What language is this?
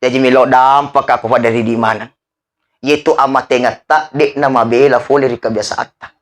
Buginese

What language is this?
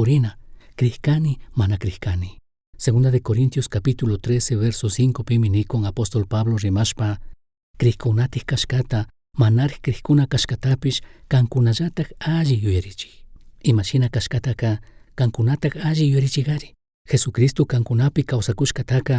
Chimborazo Highland Quichua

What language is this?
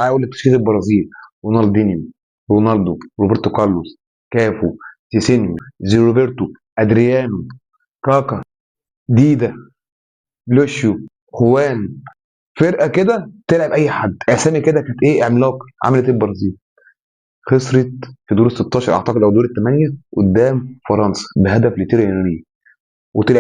Egyptian Arabic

